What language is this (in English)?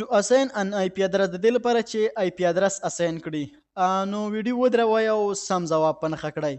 Pashto